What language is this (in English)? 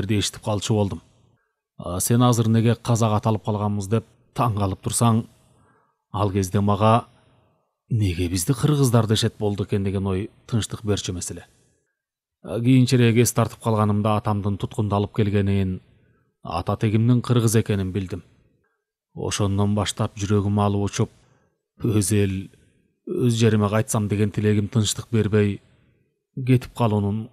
Kyrgyz